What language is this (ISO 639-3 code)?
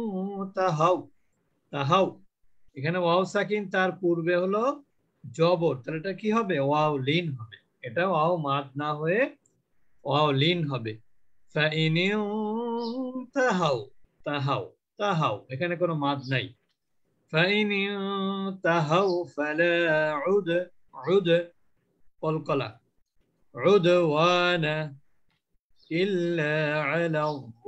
ben